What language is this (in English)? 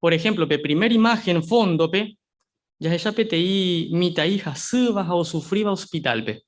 Guarani